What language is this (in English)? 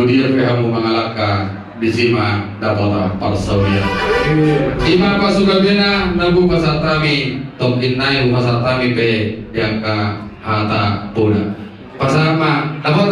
Batak Toba